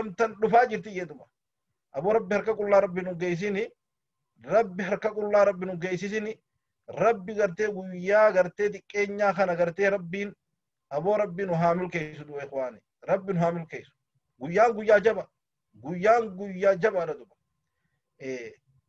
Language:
Oromo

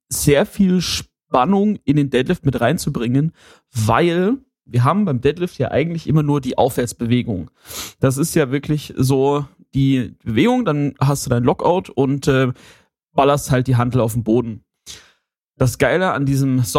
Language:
German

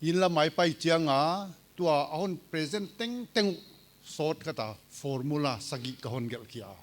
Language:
Paite Chin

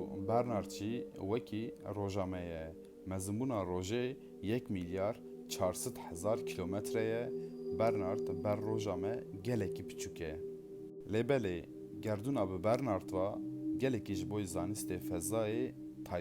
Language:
Kurdish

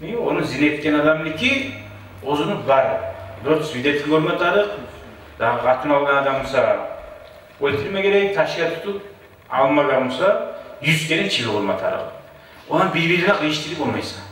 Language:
Kumyk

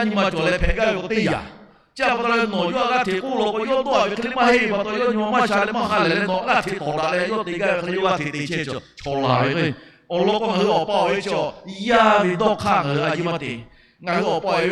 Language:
Lahu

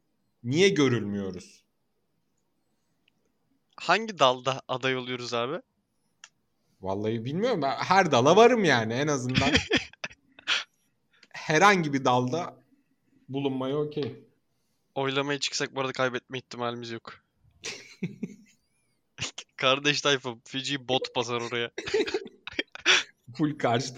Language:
Turkish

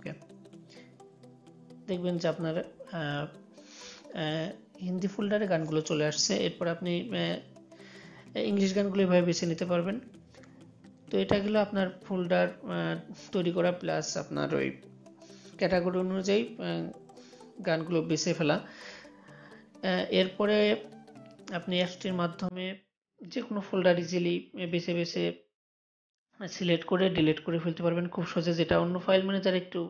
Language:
Bangla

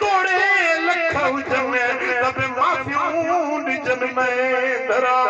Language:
Sindhi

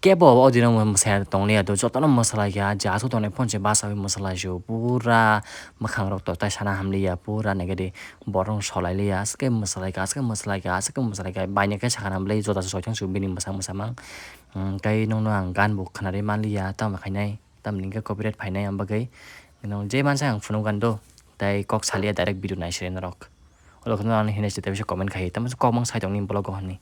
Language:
Kok Borok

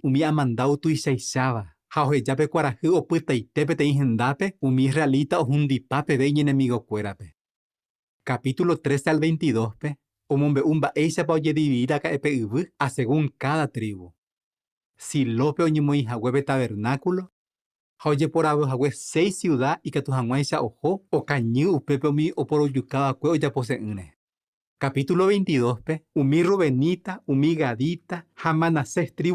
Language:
Guarani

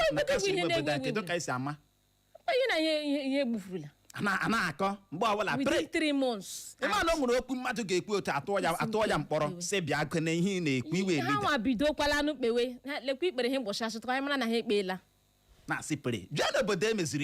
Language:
Igbo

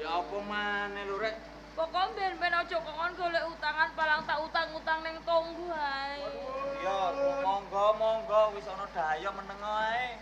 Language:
Javanese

